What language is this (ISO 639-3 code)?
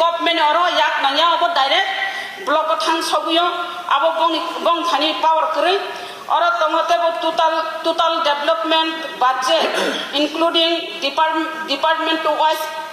trp